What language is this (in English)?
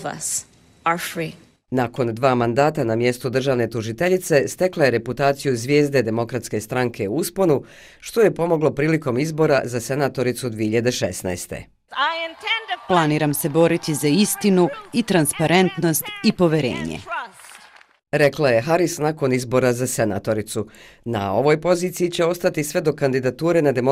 Bosnian